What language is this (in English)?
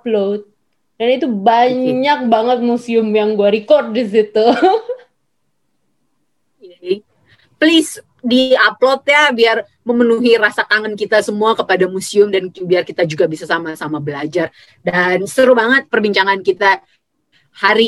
Indonesian